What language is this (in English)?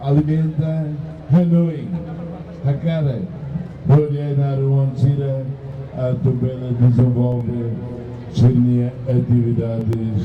Tetum